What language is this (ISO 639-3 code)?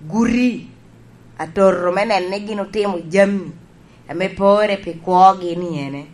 laj